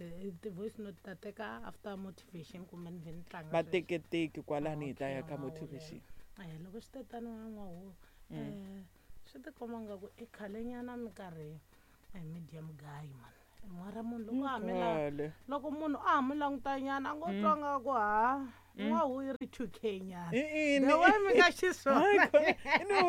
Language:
Tsonga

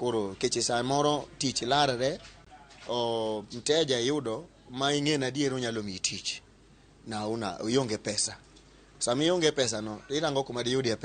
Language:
Luo (Kenya and Tanzania)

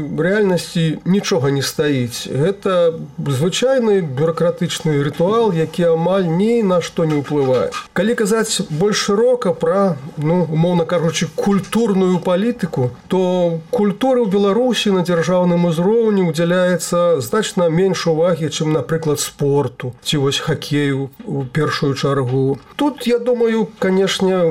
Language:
Belarusian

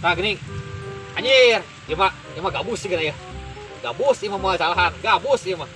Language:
Sundanese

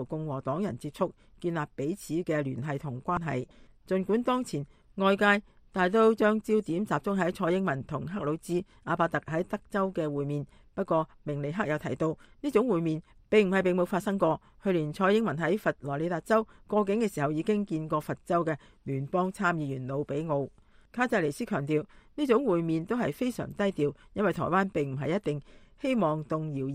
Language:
Cantonese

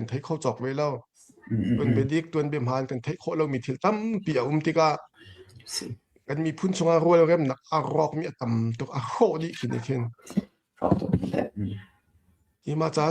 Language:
Hakha Chin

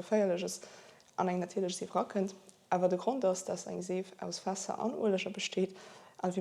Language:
Luxembourgish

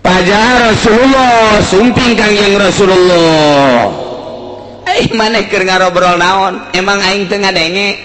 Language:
Sundanese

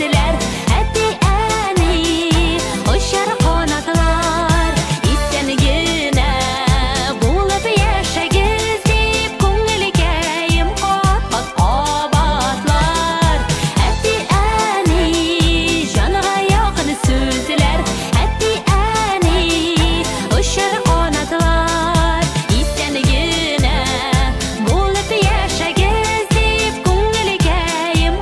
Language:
Tatar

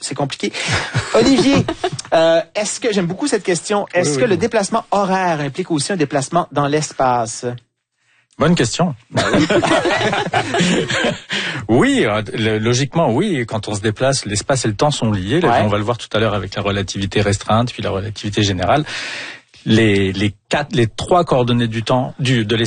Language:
French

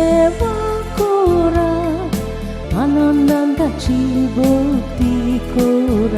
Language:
Konkani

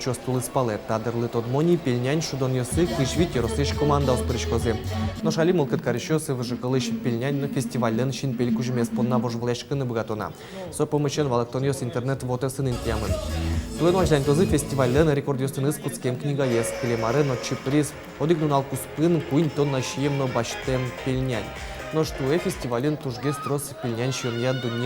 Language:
Udmurt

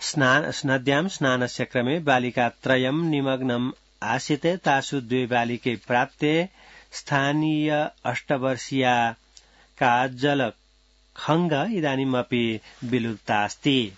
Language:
Sanskrit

